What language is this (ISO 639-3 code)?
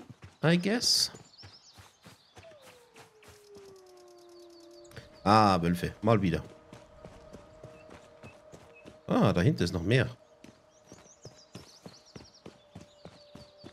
deu